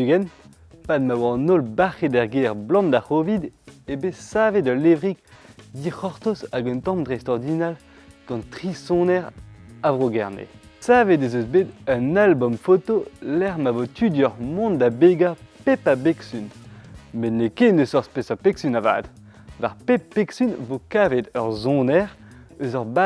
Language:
Breton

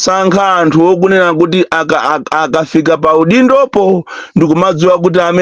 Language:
Nyanja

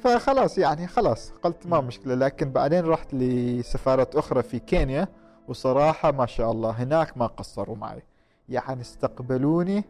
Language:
Gulf Arabic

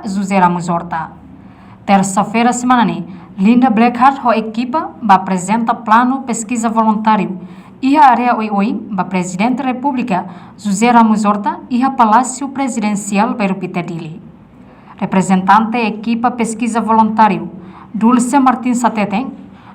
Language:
Tetum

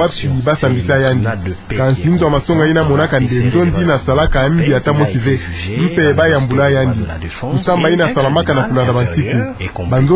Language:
Kituba (Democratic Republic of Congo)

